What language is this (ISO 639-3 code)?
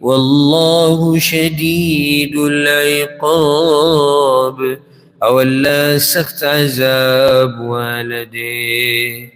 pus